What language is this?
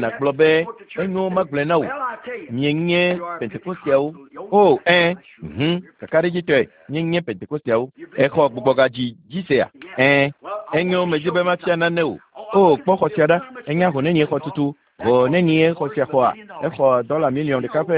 Ewe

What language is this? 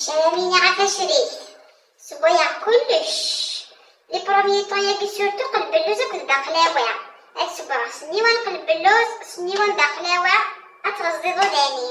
Kabyle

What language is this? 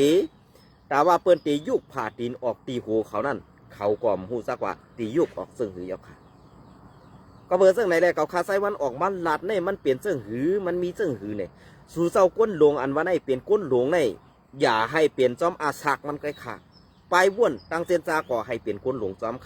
Shan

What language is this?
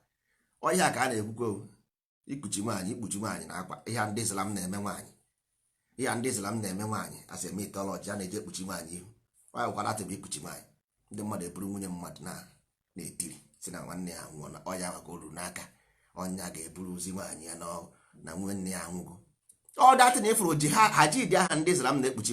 Igbo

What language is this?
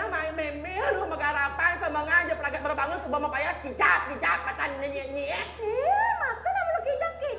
Balinese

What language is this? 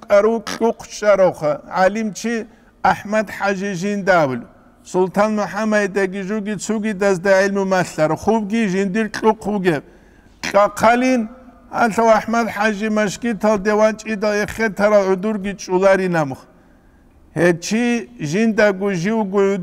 Avaric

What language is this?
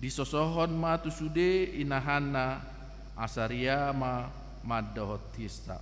Batak Toba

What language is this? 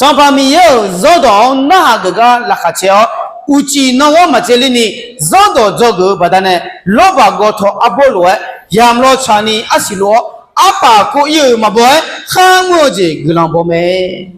Akha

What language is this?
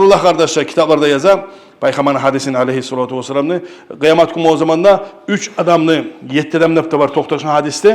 Kumyk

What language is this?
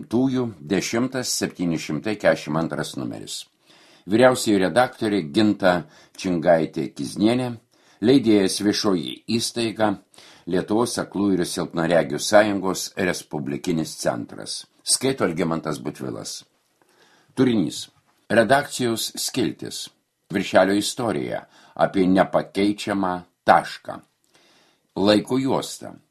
Lithuanian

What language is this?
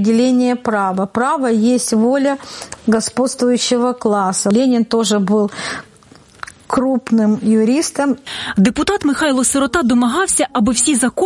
Ukrainian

